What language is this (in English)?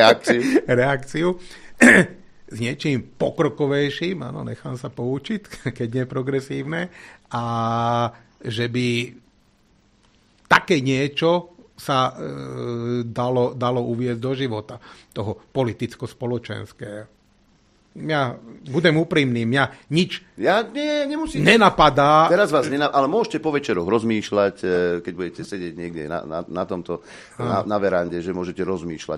Slovak